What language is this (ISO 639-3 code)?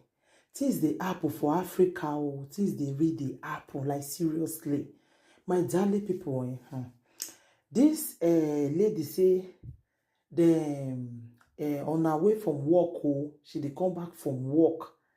pcm